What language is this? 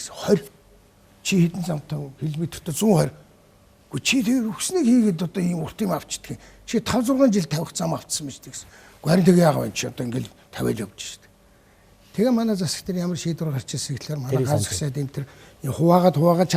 Mongolian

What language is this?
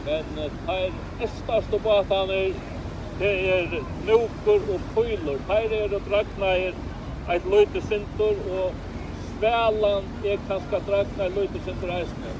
Faroese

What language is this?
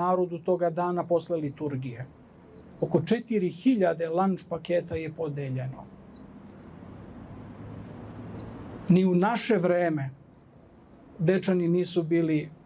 Serbian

